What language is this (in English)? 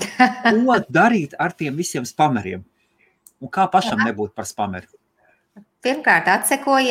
Latvian